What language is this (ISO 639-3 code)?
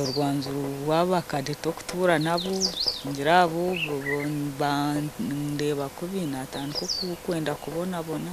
nyn